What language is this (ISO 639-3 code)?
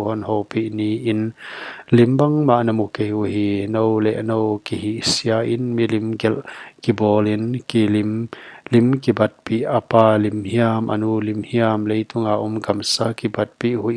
pck